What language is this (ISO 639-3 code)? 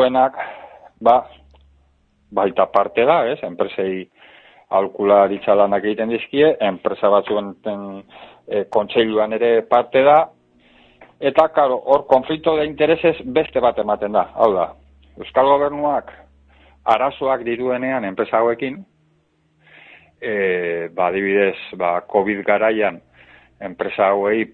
eus